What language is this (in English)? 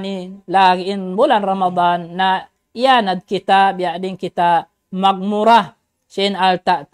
Tausug